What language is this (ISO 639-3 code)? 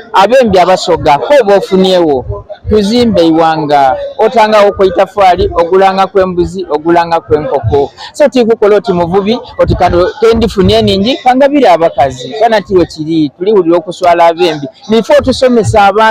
xog